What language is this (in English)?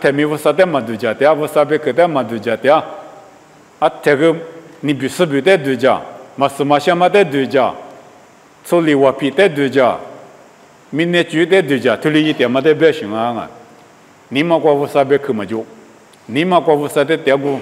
Lisu